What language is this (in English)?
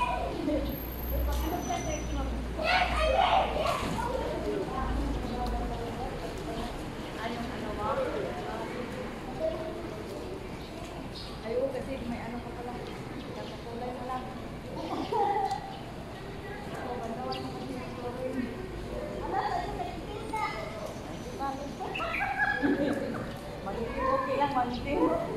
Filipino